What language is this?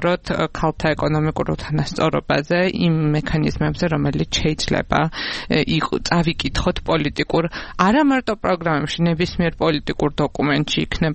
Georgian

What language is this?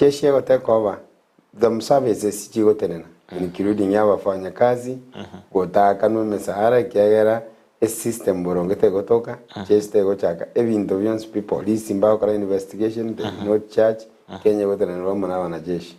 Gusii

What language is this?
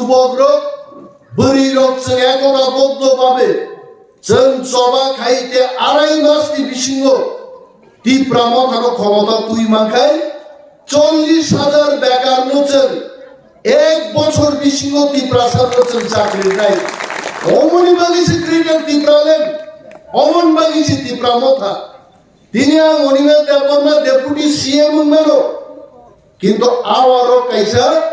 Kok Borok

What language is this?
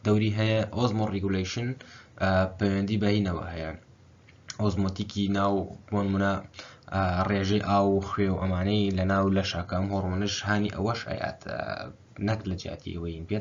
Central Kurdish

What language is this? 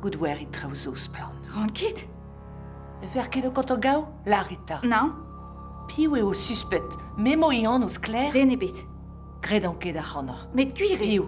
Breton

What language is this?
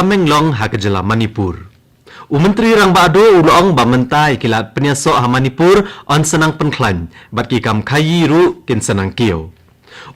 Khasi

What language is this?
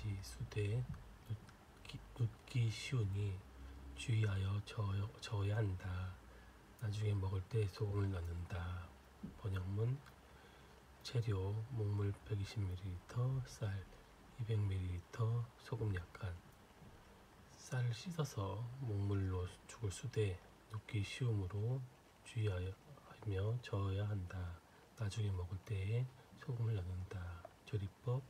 Korean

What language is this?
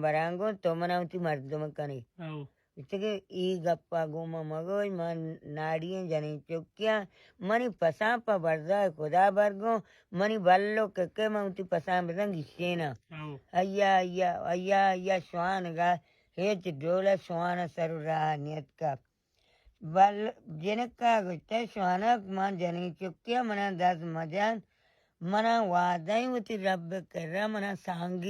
Baluchi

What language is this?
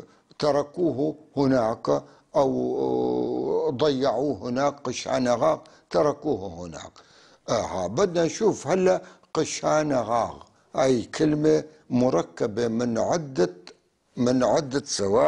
North Levantine Arabic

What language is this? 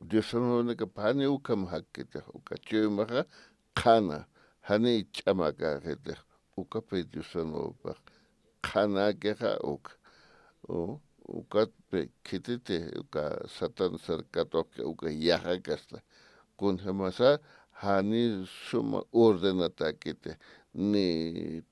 Aymara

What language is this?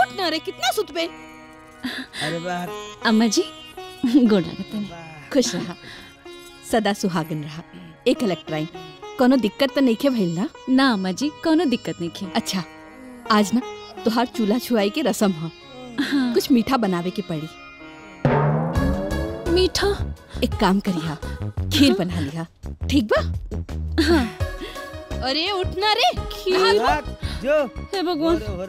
Bhojpuri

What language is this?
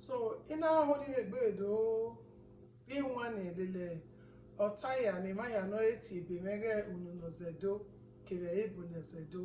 Bini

